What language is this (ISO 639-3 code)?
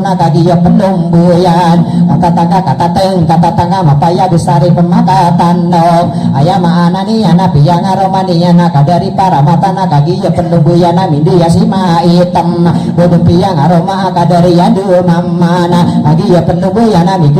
mrw